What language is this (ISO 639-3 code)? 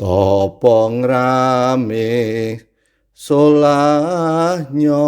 jav